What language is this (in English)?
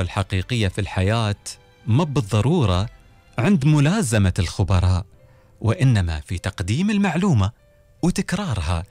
Gulf Arabic